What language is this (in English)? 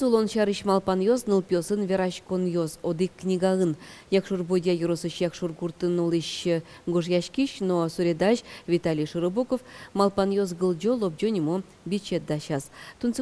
Udmurt